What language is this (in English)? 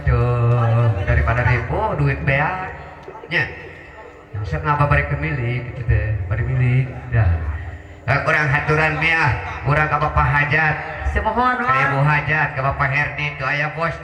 Sundanese